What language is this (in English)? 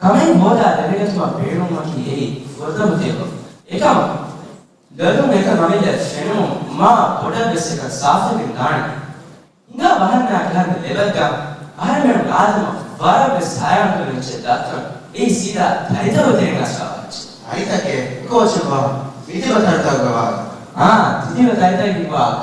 Divehi